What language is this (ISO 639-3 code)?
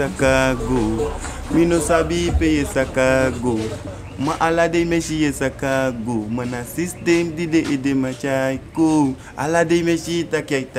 srn